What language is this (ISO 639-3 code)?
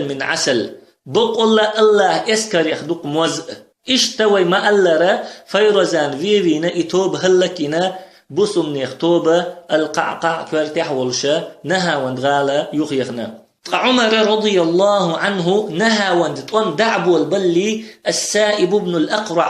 che